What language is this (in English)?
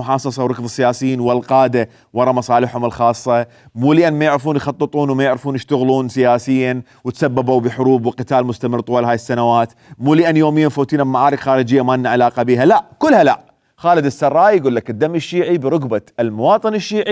Mesopotamian Arabic